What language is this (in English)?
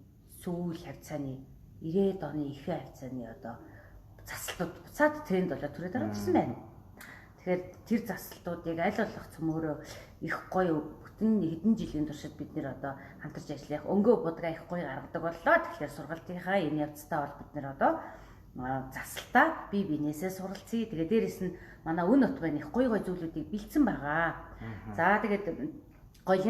Mongolian